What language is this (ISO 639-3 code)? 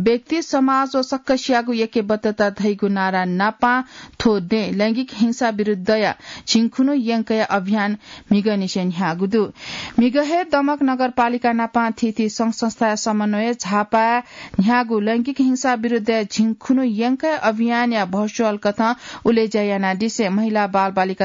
new